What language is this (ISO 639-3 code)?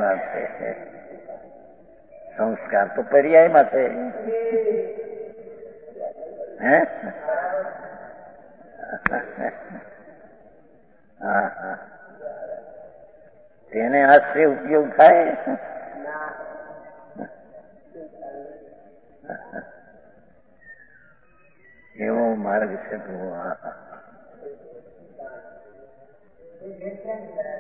guj